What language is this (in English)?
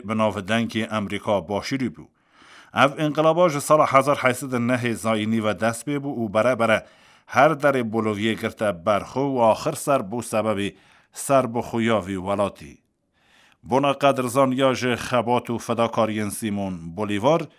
Kurdish